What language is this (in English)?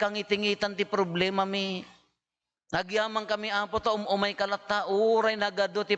Iloko